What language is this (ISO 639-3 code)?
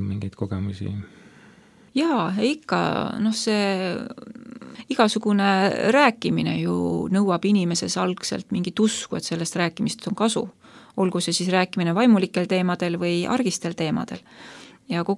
est